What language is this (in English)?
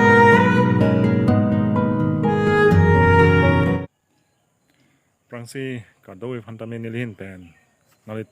Karbi